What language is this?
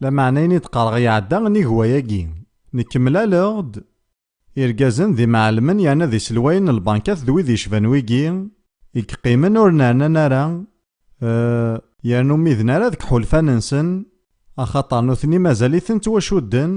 Kabyle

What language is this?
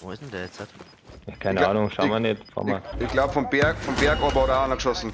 Bavarian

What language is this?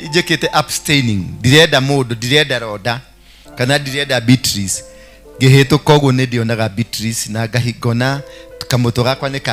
Kikuyu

